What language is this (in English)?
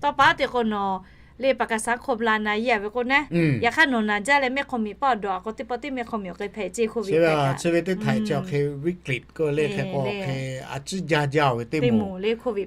Lahu